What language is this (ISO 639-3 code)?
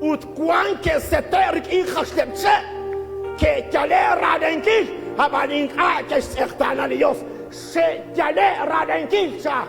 kek